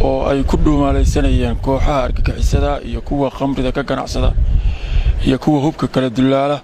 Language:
Somali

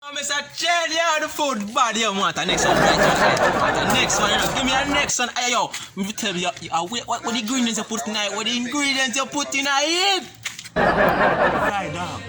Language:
Jamaican Creole English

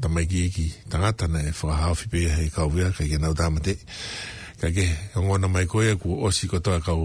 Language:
Tongan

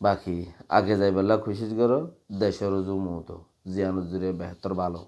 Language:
Rohingya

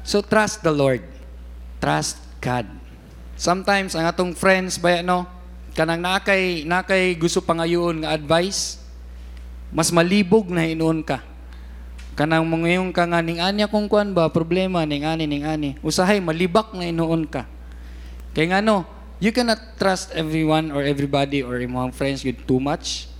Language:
Cebuano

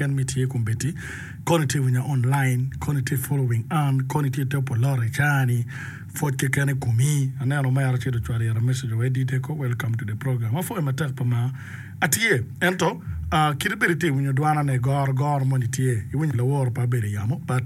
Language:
Acoli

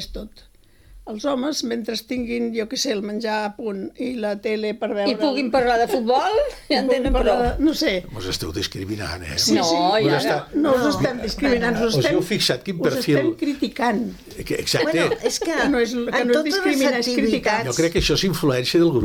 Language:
Catalan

